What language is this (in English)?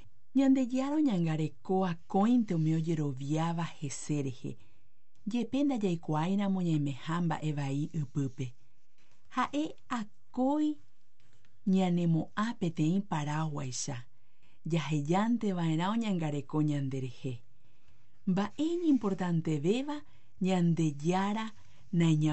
Guarani